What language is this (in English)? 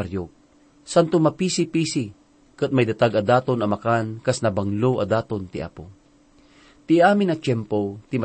Iloko